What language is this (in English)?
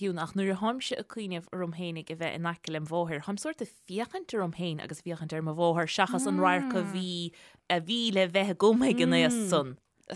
Irish